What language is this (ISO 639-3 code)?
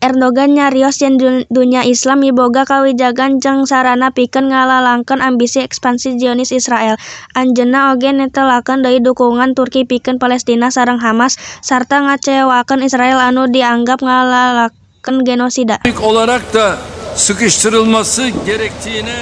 sun